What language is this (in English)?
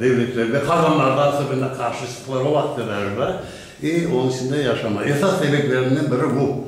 Crimean Tatar